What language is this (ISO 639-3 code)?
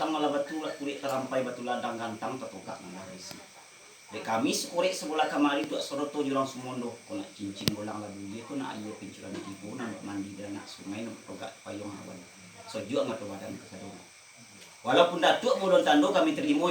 min